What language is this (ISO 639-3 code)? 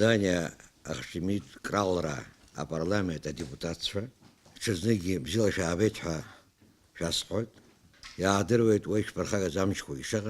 abk